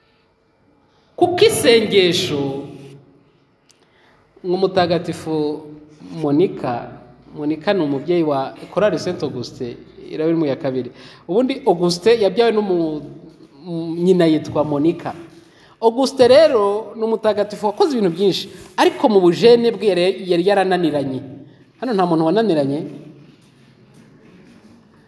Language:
Kinyarwanda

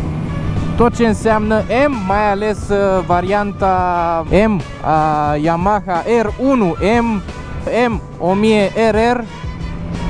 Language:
Romanian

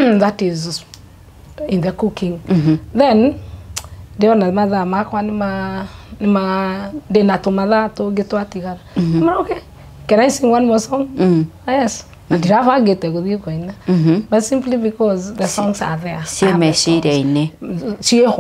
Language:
Kikuyu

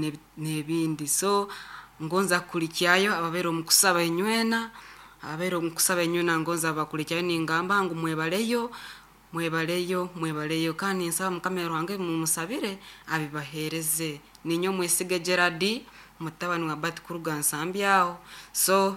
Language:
Nyankole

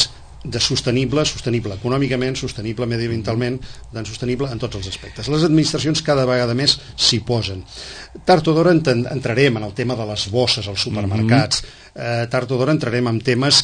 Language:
Catalan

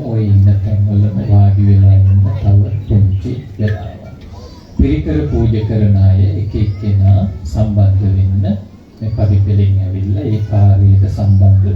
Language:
Sinhala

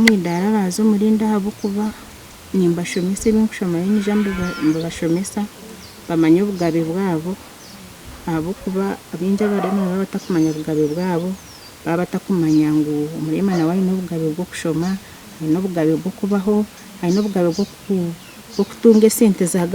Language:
Nyankole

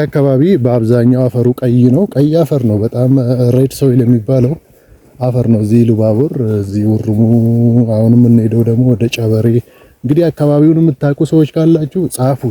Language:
Amharic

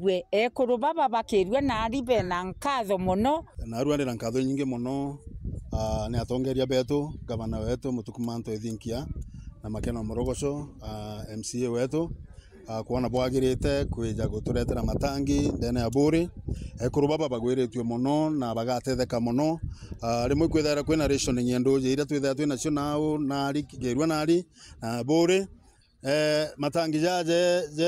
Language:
Meru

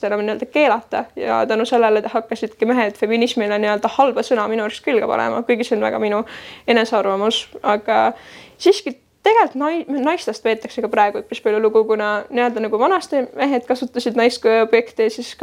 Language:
Estonian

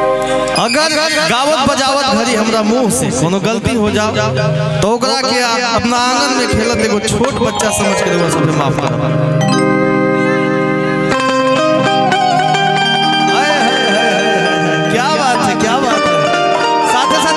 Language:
Bhojpuri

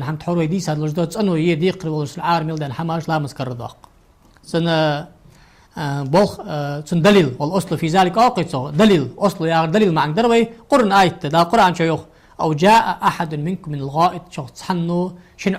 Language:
Ingush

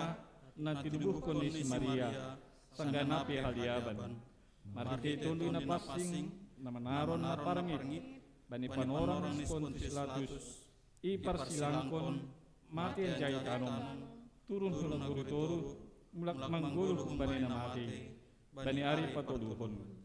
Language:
Batak Simalungun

